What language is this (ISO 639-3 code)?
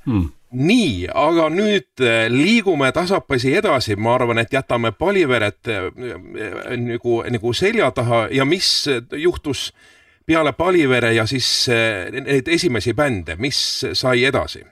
est